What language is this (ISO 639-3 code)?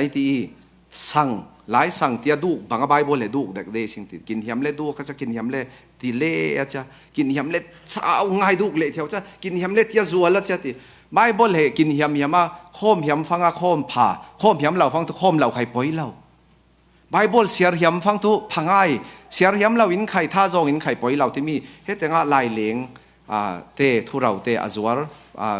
cfm